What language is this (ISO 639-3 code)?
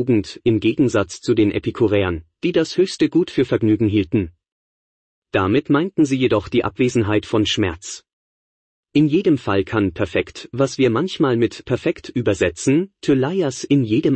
deu